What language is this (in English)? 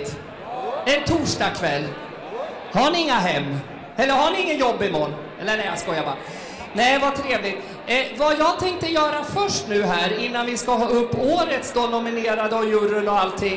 Swedish